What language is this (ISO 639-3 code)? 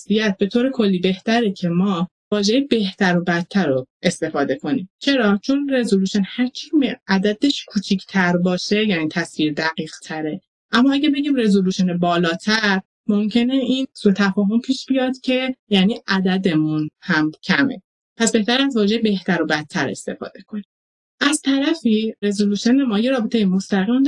fas